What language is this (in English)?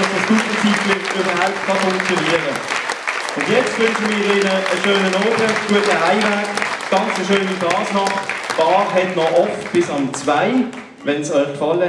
Swiss German